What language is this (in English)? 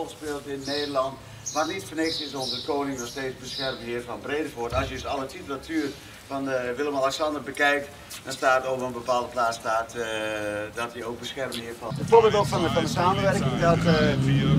Dutch